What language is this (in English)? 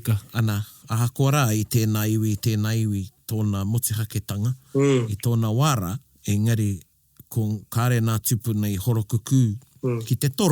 Māori